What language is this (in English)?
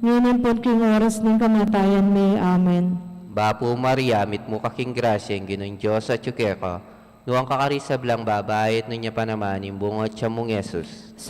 Pampanga